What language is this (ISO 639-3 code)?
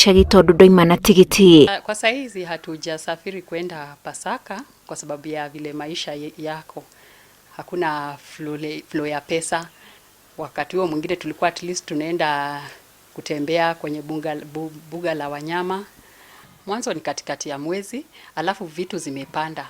kik